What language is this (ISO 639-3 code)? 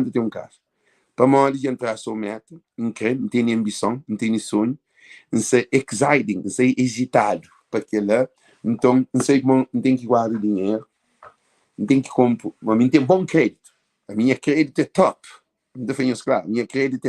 kea